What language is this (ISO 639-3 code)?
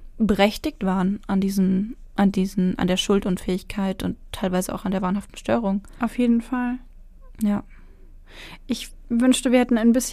deu